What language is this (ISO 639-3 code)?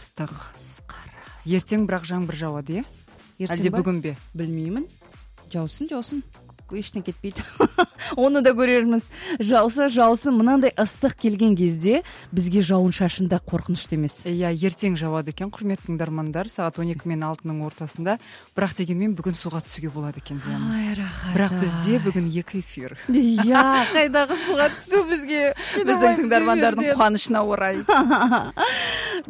kaz